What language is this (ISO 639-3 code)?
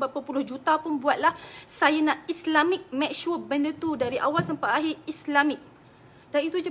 msa